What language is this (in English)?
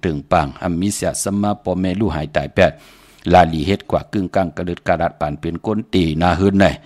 Shan